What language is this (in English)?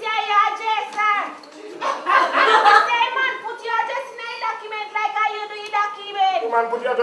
Jamaican Creole English